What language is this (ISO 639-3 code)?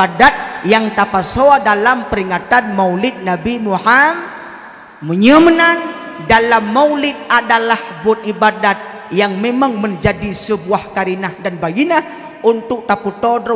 ace